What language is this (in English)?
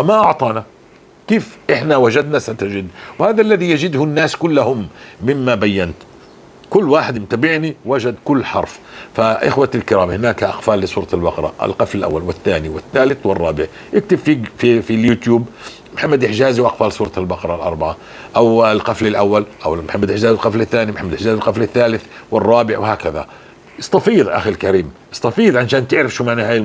North Levantine Arabic